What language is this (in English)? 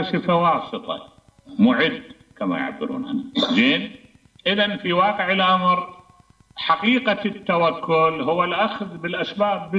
Mesopotamian Arabic